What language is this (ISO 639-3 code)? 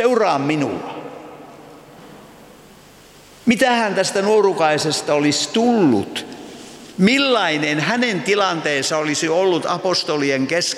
fin